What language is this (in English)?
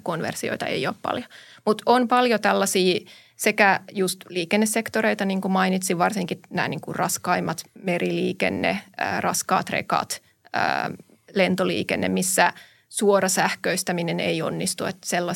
Finnish